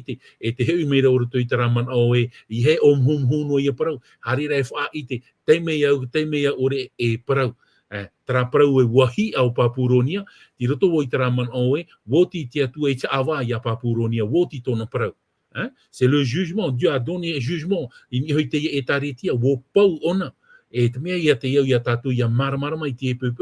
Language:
Tahitian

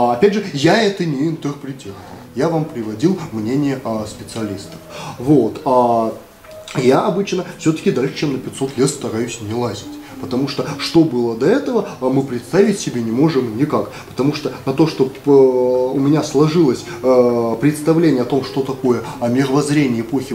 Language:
Russian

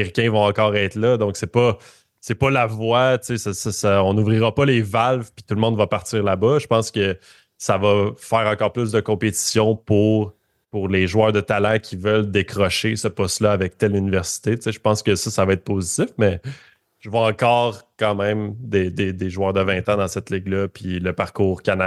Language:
French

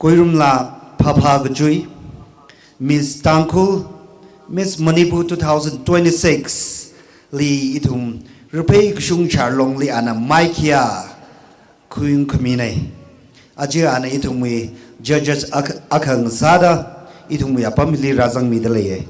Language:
Tangkhul Naga (India)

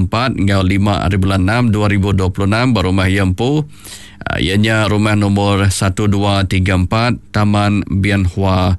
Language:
Iban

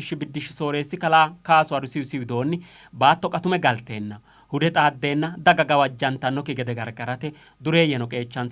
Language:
Sidamo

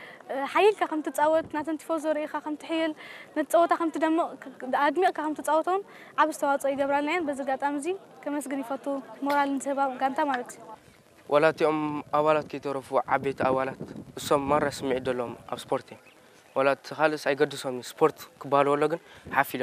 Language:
Tigrinya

